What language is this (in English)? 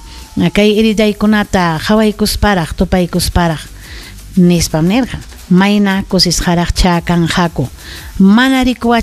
Ayacucho Quechua